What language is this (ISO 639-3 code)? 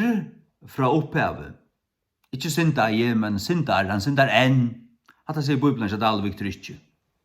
fao